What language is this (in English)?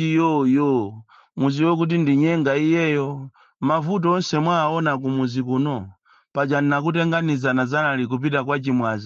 Nyanja